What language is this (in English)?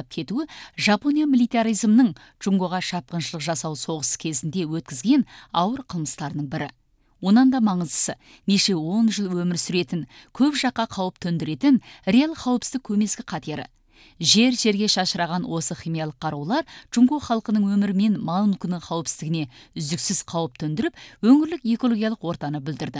Kazakh